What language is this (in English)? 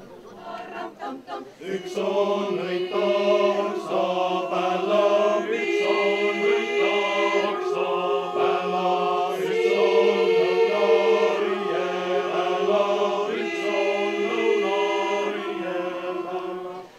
Estonian